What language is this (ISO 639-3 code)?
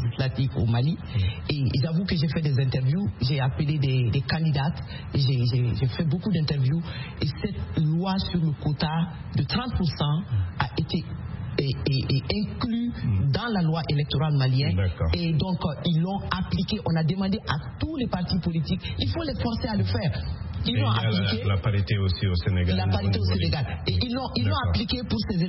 fra